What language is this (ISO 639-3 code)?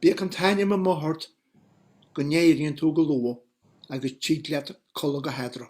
gle